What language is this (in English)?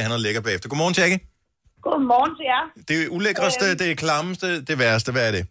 Danish